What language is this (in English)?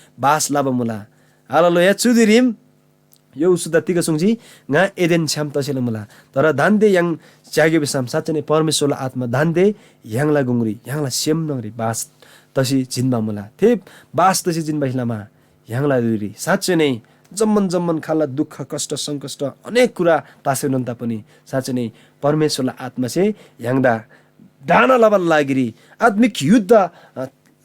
Eastern Tamang